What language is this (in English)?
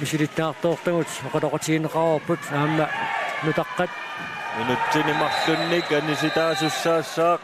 Kalaallisut